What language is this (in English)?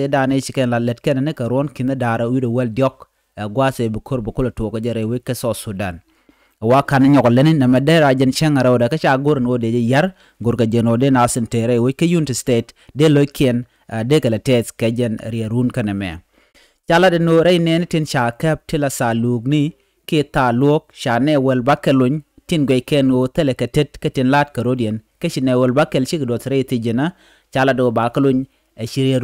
Nuer